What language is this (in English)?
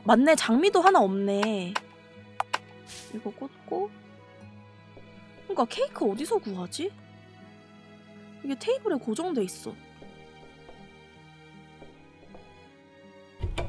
Korean